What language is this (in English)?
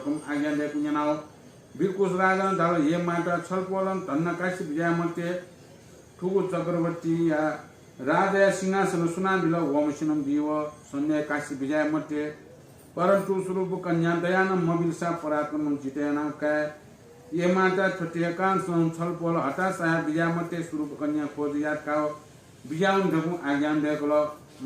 Newari